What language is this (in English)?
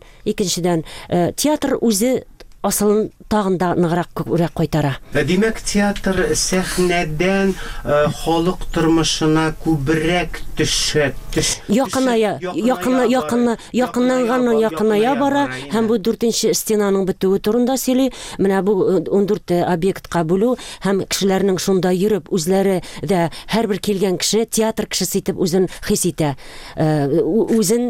Tatar